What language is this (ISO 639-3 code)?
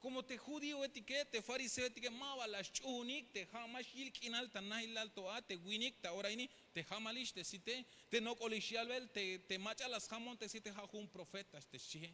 tzh